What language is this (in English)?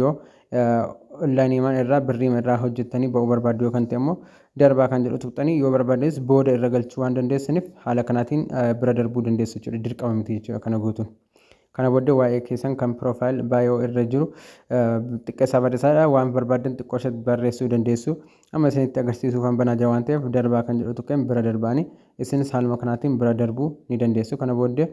Oromo